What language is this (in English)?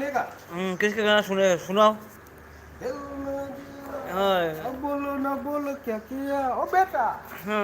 Manipuri